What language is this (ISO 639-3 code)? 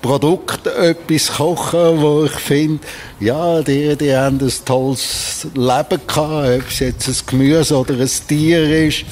gsw